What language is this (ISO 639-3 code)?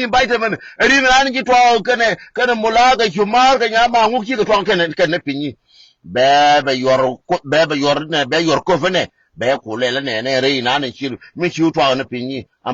nus